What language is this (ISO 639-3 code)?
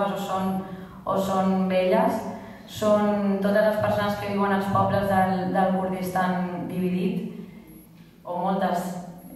cat